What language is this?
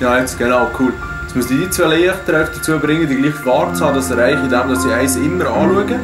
Swiss German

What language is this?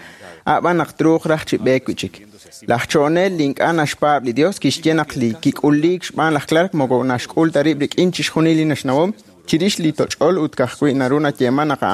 Kekchí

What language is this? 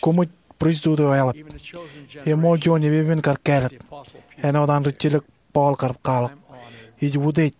Marshallese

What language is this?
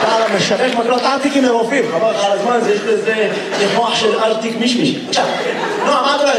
Hebrew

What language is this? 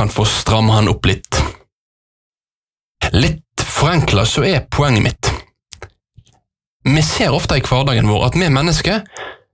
Norwegian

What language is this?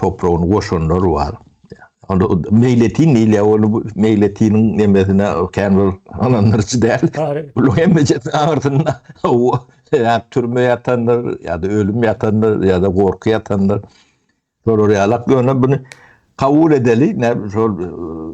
Turkmen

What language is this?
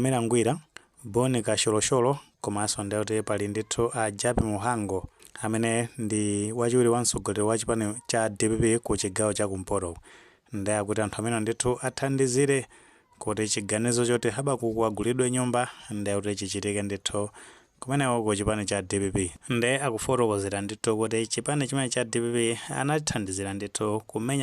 Nyanja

